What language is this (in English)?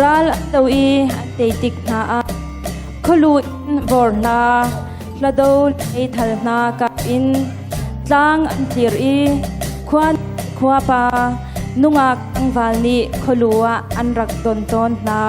Hakha Chin